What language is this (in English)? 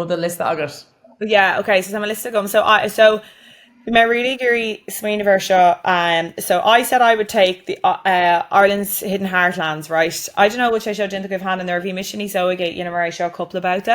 Irish